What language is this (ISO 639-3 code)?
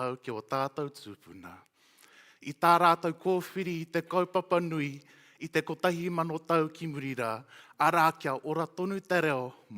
mri